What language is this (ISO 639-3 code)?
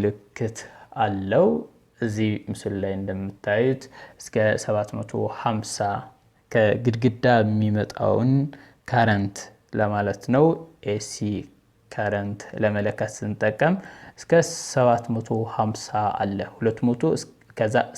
amh